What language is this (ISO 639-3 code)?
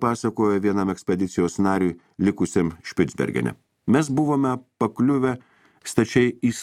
lit